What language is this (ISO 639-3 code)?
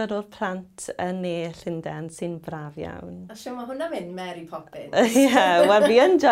cym